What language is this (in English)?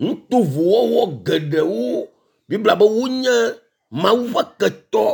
Ewe